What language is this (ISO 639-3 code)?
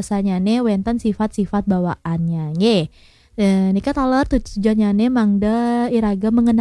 ban